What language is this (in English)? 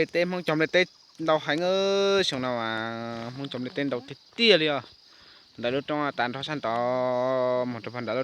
Hmong